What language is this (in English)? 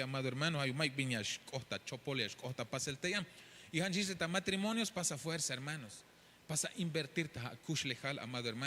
Tzeltal